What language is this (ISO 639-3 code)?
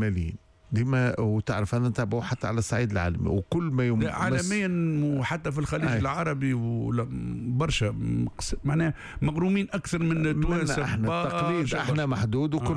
aeb